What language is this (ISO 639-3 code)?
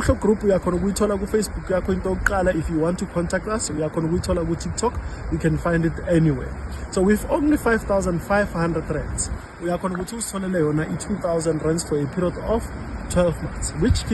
zul